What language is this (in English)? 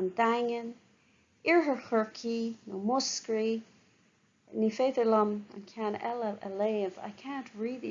Irish